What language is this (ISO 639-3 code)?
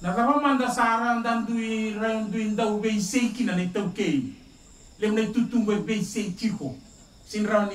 fij